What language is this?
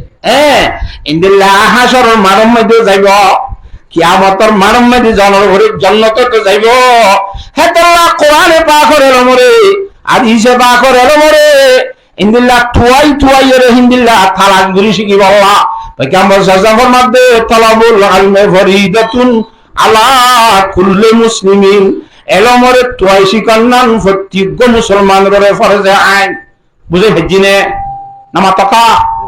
Rohingya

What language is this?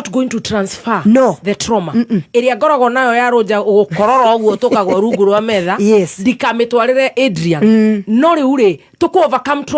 Kikuyu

